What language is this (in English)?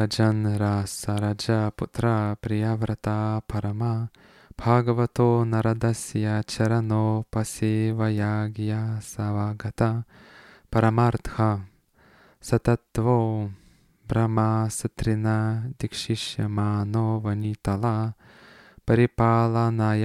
Lithuanian